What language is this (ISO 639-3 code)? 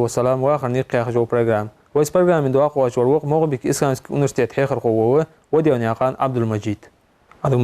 inh